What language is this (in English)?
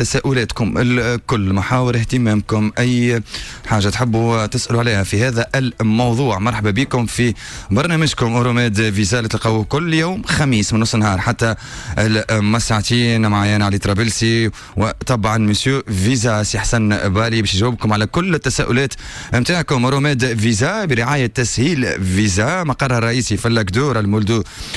Tunisian Arabic